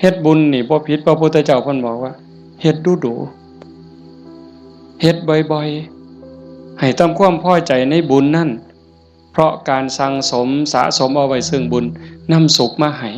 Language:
Northeastern Thai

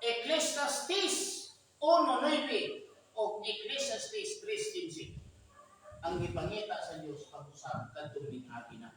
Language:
Cebuano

